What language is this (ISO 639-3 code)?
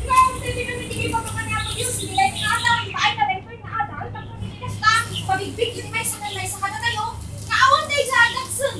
ilo